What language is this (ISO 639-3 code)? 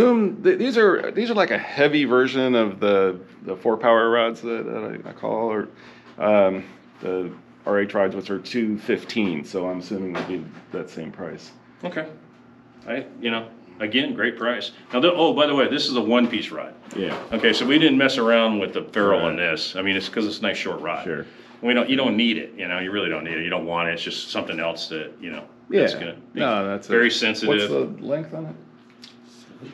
eng